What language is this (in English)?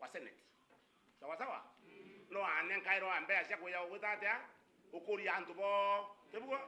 Meru